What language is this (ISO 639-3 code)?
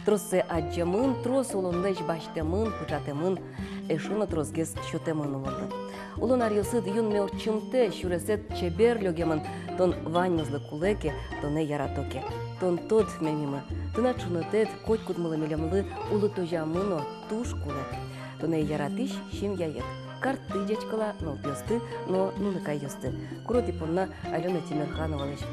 udm